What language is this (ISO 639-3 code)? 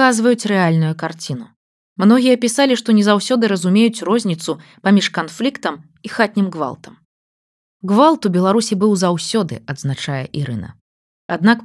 bel